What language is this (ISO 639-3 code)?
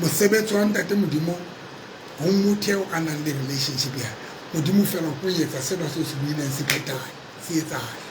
sot